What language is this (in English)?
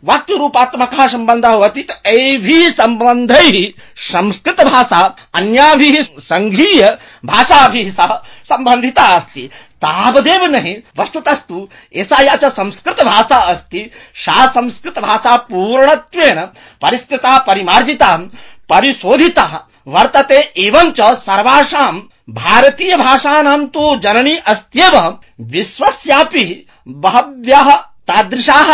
Sanskrit